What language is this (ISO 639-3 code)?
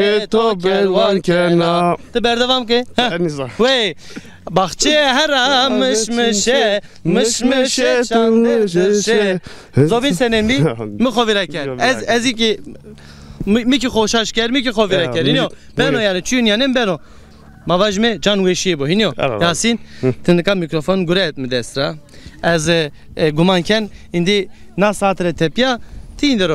zza